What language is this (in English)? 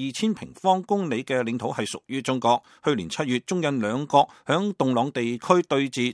Cantonese